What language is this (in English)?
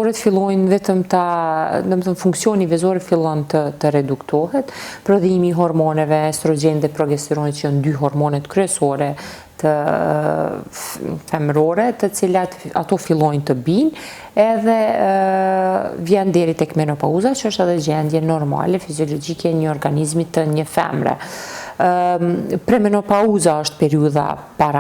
Albanian